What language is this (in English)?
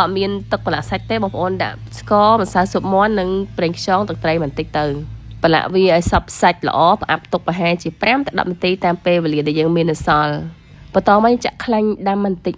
Khmer